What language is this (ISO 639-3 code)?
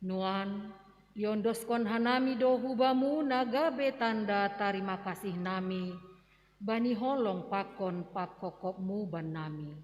bts